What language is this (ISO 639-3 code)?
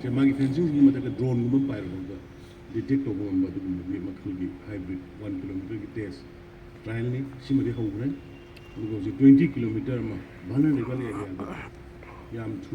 mni